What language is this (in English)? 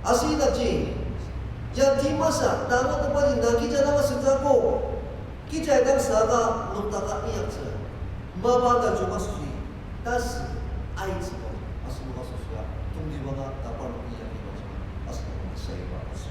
Ao Naga